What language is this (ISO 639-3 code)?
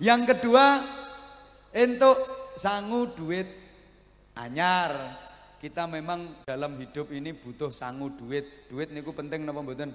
jav